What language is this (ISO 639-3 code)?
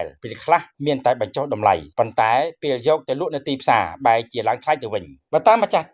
khm